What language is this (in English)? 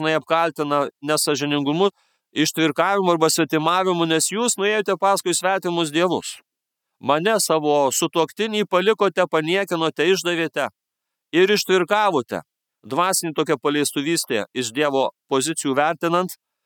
Lithuanian